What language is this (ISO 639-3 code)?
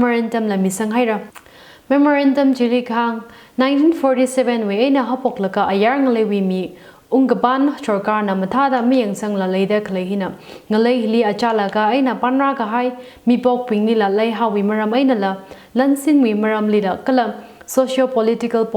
nmf